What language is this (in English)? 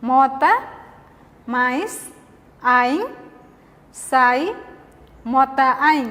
Tetum